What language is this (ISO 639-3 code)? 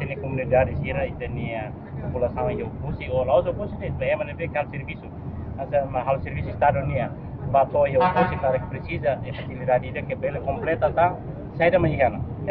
tet